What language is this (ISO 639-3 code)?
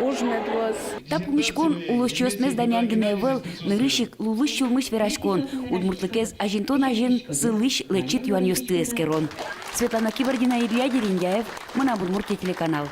udm